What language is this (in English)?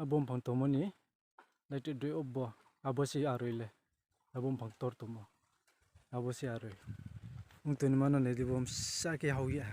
Riang (India)